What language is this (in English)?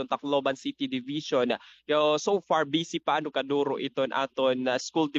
Waray